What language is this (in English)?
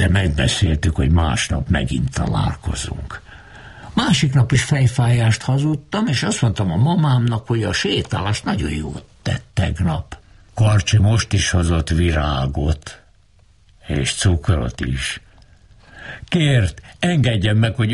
Hungarian